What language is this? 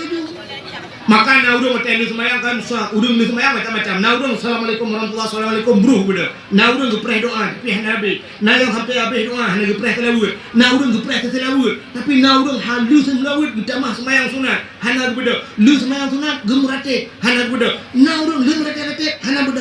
Achinese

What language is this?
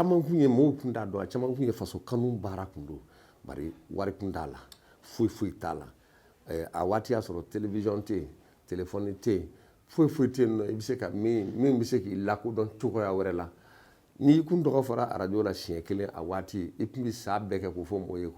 Bambara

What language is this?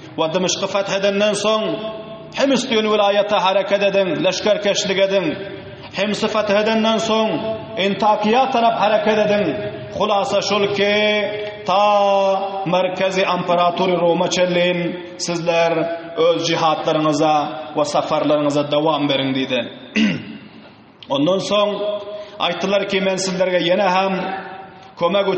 Turkmen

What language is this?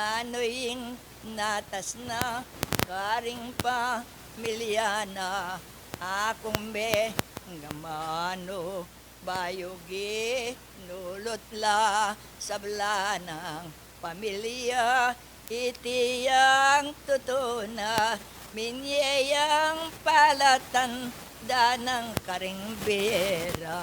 Pampanga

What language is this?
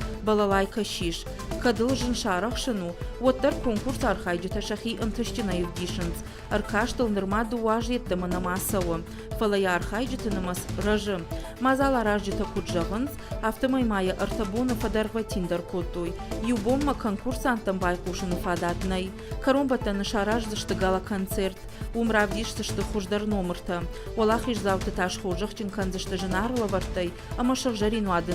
Ossetic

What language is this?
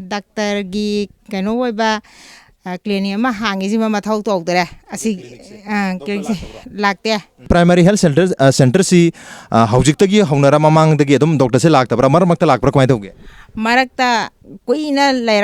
Manipuri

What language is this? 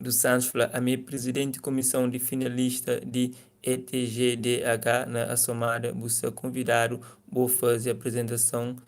Kabuverdianu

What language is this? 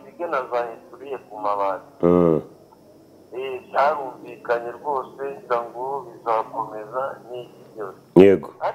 Kinyarwanda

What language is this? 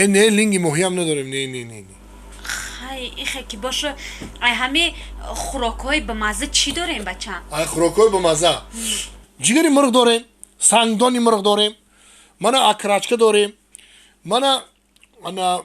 Tajik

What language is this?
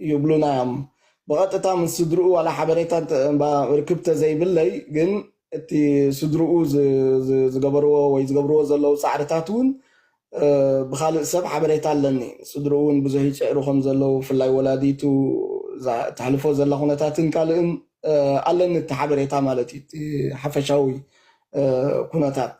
Tigrinya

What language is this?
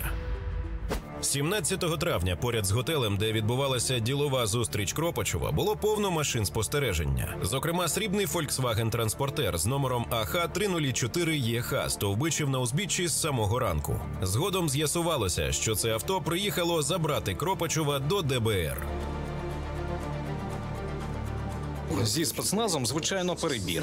Ukrainian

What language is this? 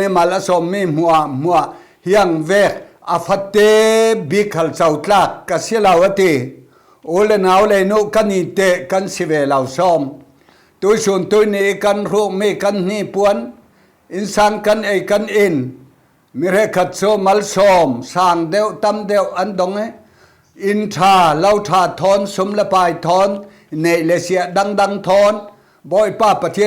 Falam Chin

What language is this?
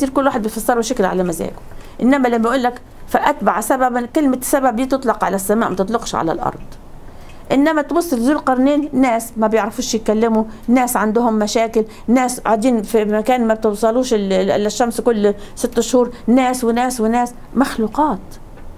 Egyptian Arabic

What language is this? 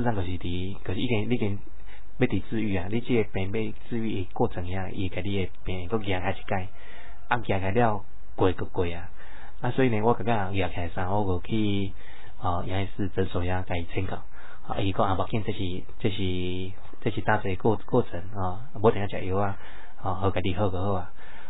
Min Nan Chinese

